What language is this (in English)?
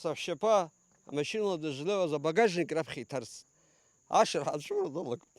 Abkhazian